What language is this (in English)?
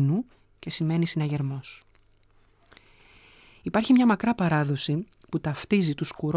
Greek